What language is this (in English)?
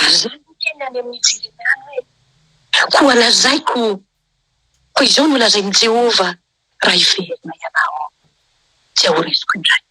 Malagasy